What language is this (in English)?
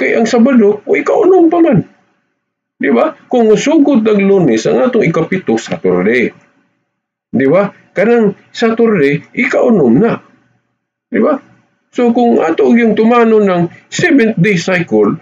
Cebuano